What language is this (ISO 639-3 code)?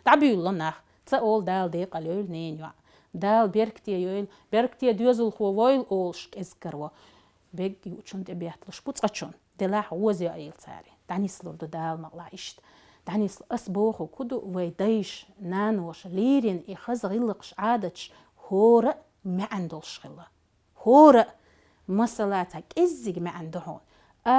che